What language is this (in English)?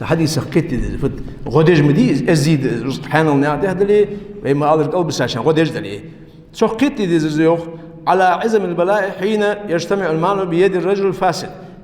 Ingush